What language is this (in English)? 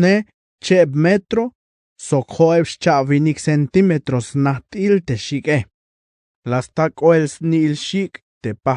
Tzeltal